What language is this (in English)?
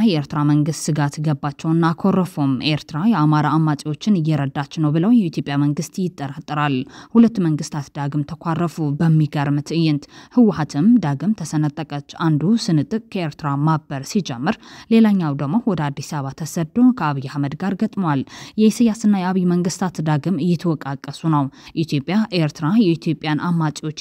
Amharic